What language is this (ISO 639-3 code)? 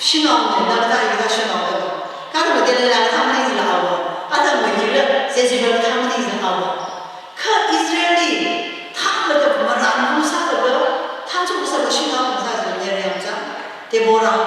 nmf